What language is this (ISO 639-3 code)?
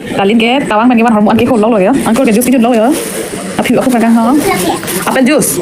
mjw